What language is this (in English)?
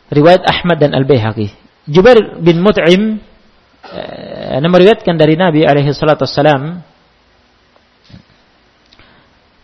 Indonesian